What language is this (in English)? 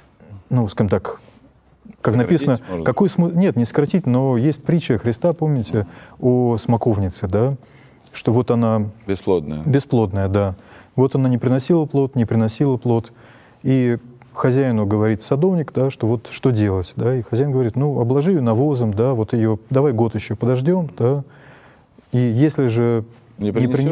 Russian